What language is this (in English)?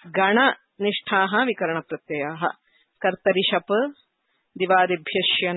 Sanskrit